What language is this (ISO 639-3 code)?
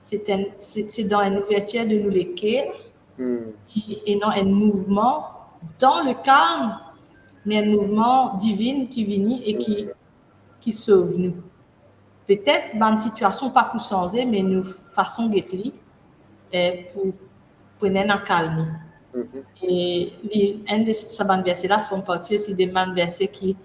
mfe